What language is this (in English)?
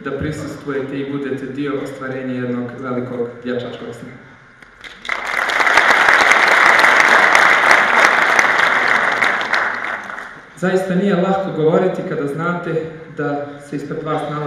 Bosnian